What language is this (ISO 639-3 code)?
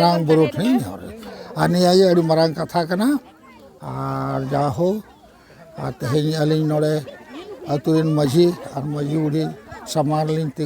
sat